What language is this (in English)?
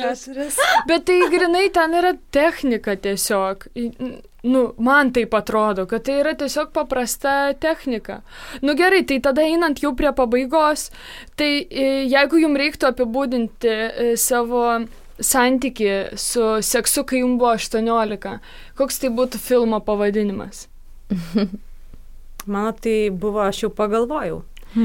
Lithuanian